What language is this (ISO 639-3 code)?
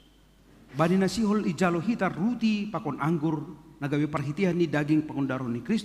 bts